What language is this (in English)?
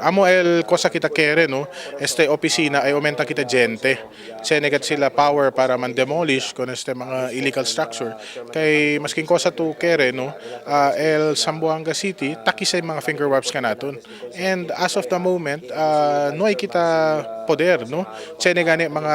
Chavacano